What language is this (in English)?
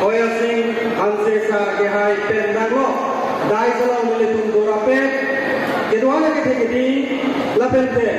Karbi